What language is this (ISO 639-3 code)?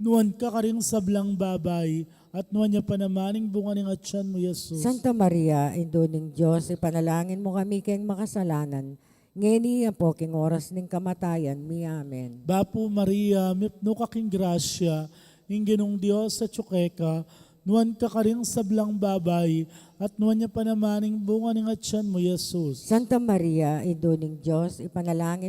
pam